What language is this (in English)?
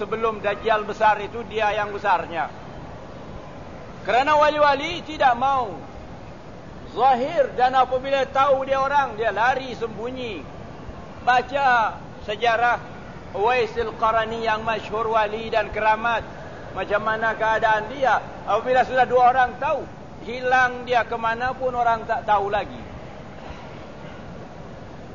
Malay